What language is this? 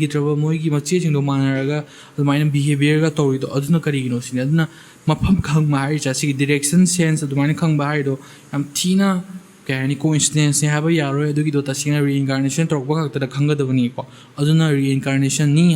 Manipuri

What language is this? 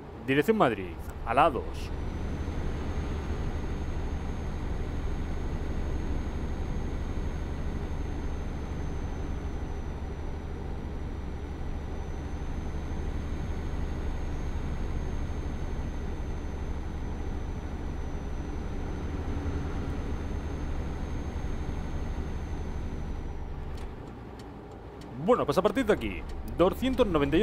Spanish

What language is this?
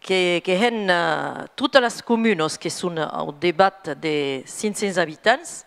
Occitan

